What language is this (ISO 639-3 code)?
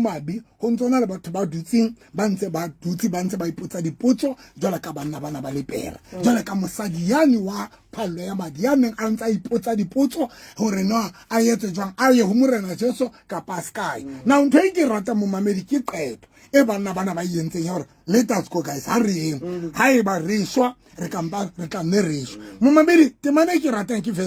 sot